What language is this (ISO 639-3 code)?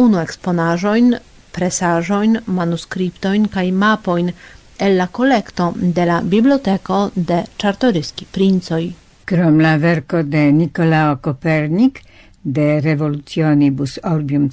epo